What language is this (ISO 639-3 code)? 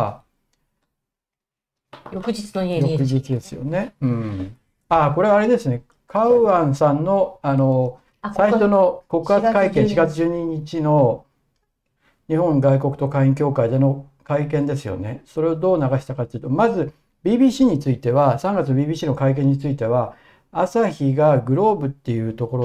jpn